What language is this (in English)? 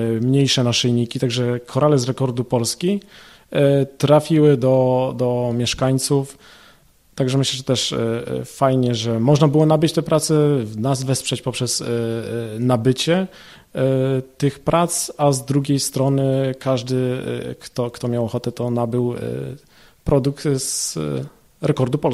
Polish